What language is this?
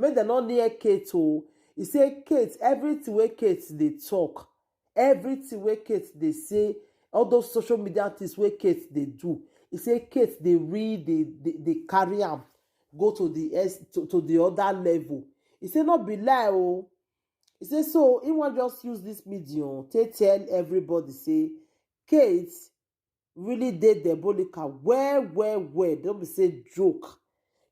Nigerian Pidgin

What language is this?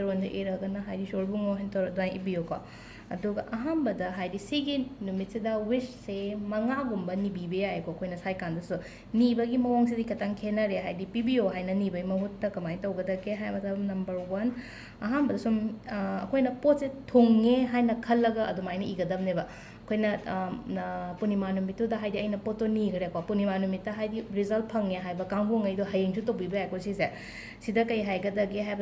Manipuri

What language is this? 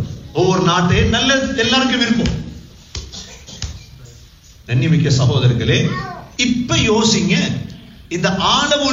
Tamil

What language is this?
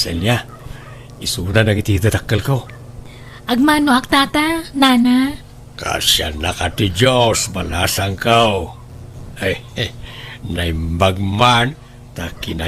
Iloko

